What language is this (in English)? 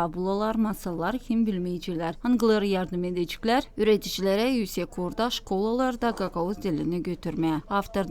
Gagauz